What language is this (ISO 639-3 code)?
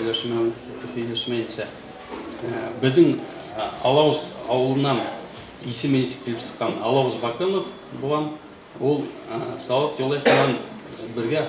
bak